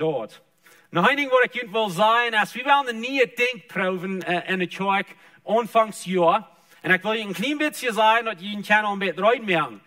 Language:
Plautdietsch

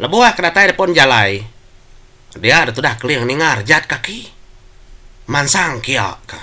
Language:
Iban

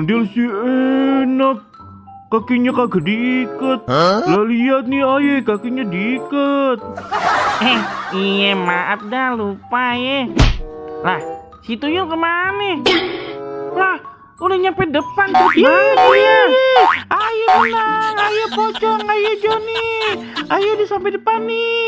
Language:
Betawi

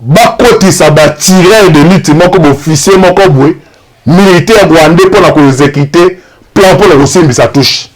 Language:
Lingala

